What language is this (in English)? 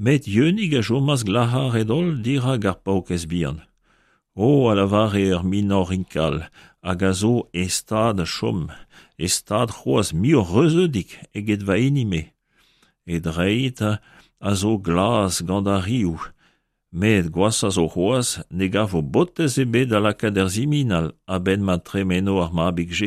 Breton